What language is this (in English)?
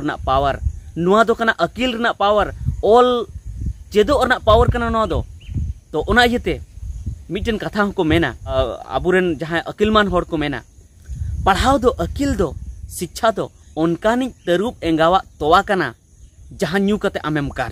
Santali